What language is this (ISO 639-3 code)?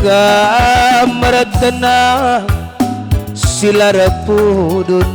btx